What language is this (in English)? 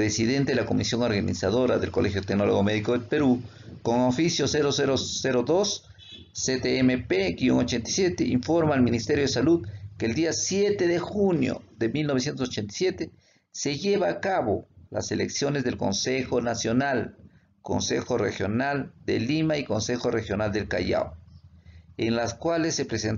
Spanish